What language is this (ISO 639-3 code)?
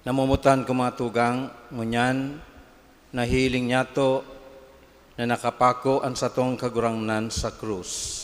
bik